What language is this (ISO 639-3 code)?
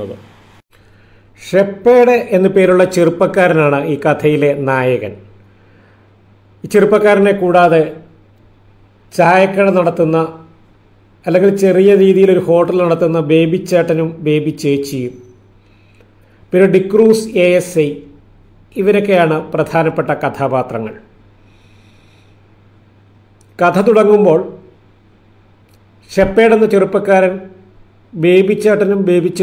mal